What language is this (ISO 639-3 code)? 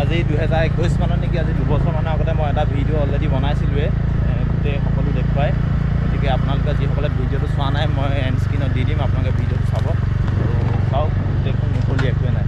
asm